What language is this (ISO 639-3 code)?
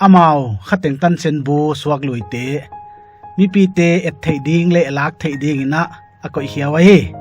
pck